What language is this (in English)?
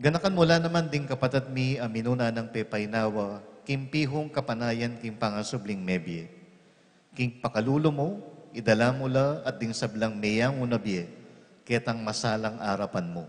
Pampanga